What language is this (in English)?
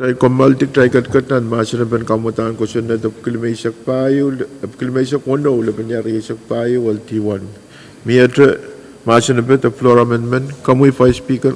Pohnpeian